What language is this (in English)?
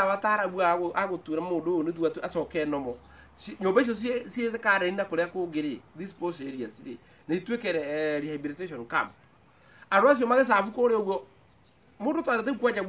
Kikuyu